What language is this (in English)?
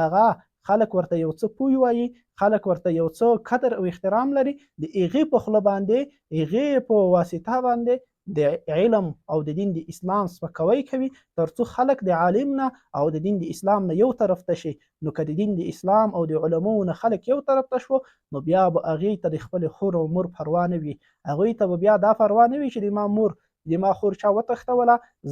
Pashto